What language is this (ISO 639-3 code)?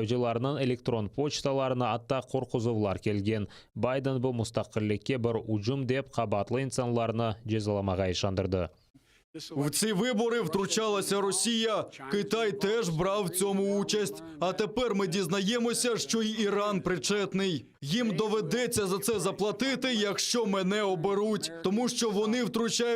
crh